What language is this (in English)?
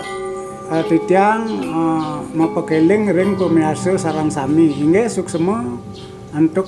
Balinese